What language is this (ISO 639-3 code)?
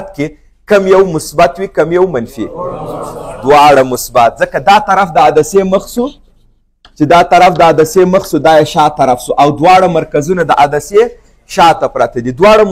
pus